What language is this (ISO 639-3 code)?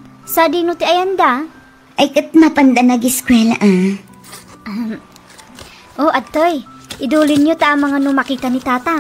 ilo